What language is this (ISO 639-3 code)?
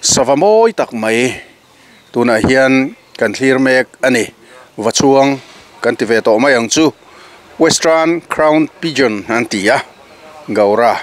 lus